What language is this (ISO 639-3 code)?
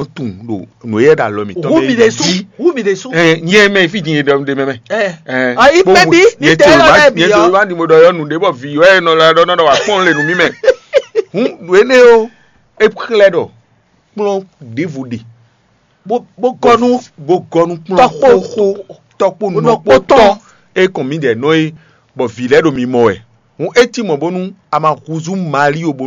fon